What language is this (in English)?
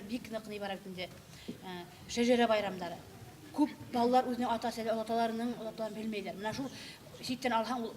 Bashkir